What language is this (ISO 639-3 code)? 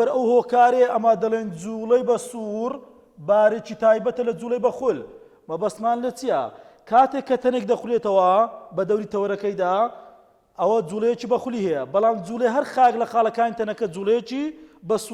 ckb